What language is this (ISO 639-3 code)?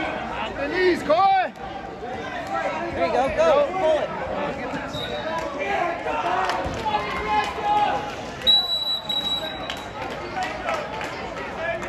eng